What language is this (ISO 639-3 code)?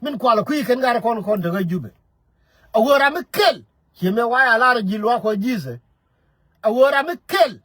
nus